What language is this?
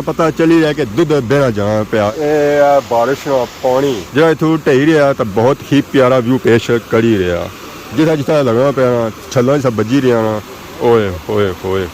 Pahari-Potwari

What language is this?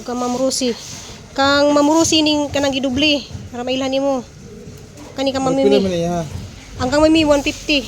Cebuano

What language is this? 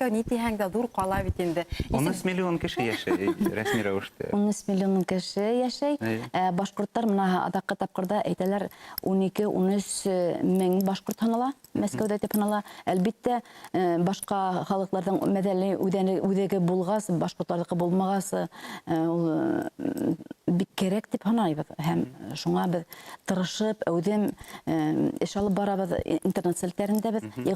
Bashkir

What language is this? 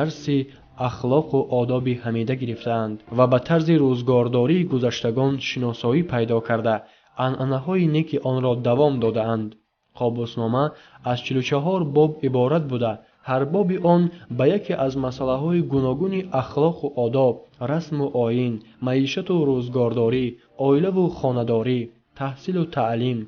Tajik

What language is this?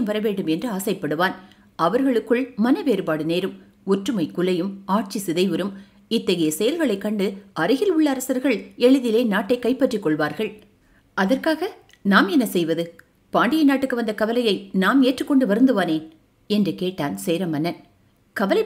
Tamil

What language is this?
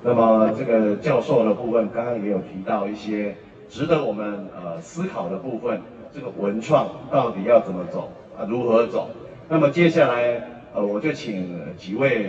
Chinese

